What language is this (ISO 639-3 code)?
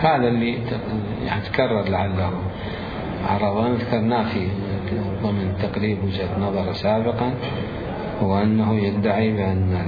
acm